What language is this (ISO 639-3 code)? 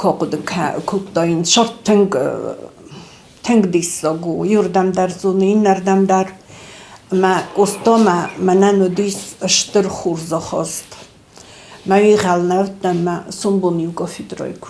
oss